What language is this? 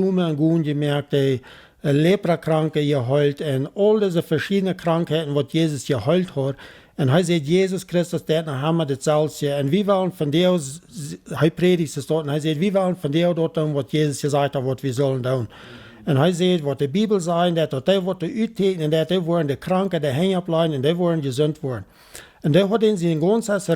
Plautdietsch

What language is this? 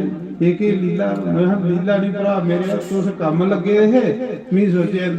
Dogri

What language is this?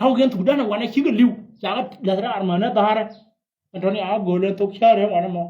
Nuer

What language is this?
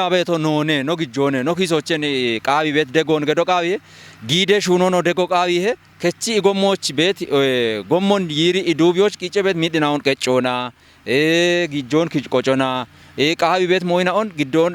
Kafa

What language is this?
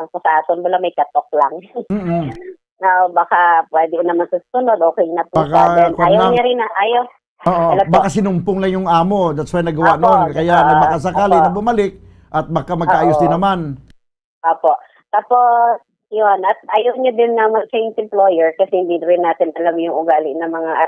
Hiligaynon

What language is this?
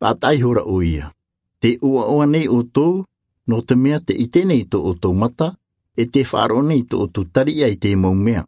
Tahitian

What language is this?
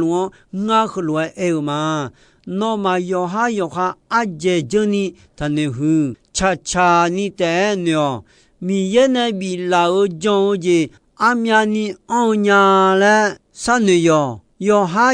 Akha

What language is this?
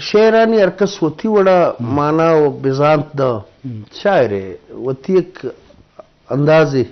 Eastern Balochi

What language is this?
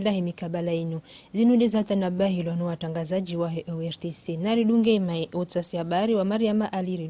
Ngazidja Comorian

